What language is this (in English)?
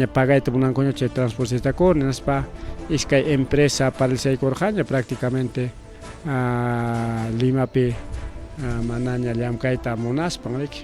Ayacucho Quechua